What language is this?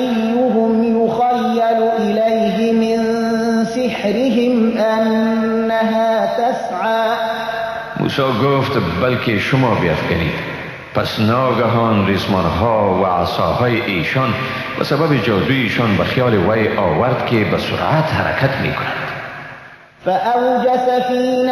Persian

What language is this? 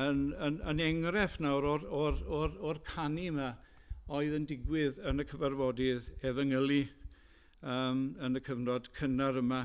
Welsh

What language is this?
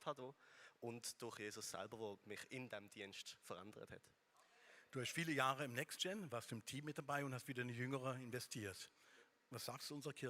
Swiss German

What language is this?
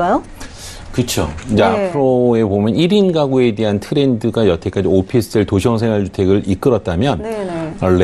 Korean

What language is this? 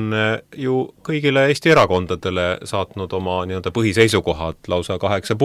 Estonian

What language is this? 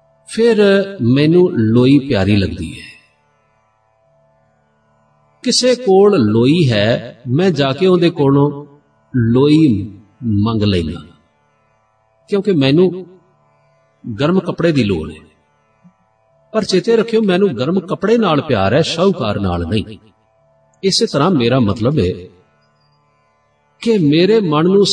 Punjabi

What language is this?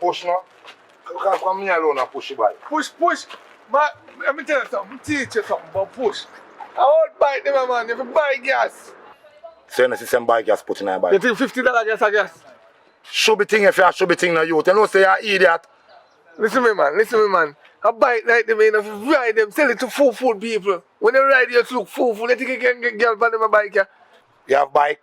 Jamaican Creole English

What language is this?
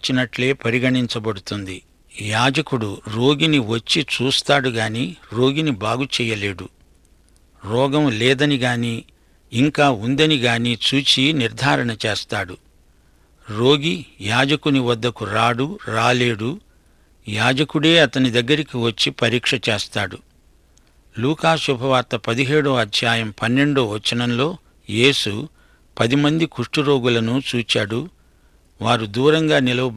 Telugu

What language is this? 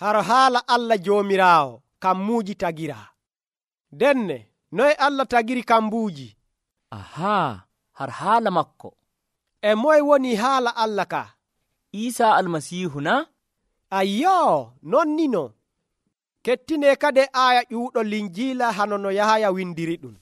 Nigerian Fulfulde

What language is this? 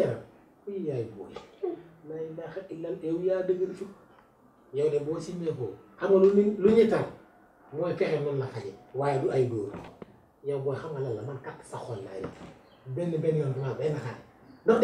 Wolof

